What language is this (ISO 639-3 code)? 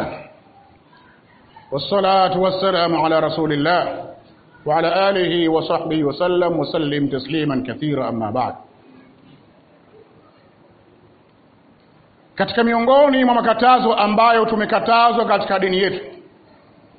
swa